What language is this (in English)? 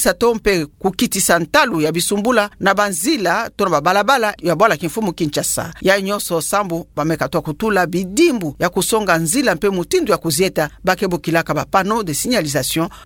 Kituba (Democratic Republic of Congo)